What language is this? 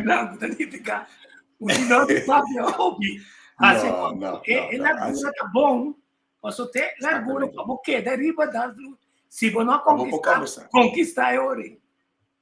Papiamento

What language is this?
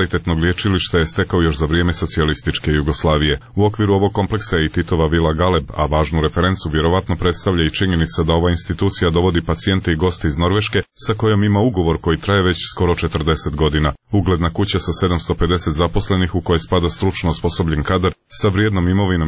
Serbian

